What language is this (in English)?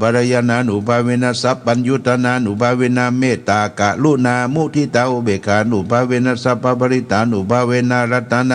Pali